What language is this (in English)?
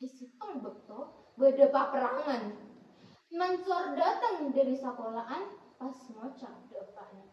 Madurese